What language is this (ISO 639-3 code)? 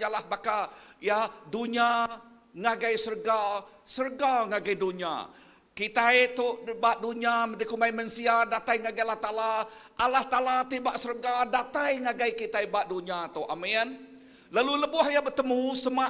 iba